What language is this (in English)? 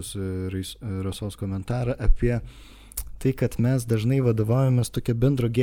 Lithuanian